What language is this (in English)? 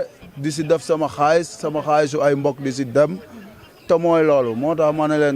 Wolof